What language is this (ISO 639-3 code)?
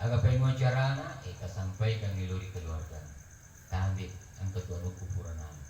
bug